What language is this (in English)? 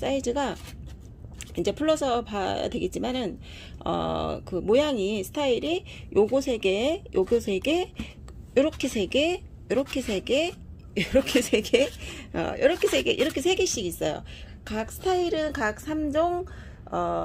Korean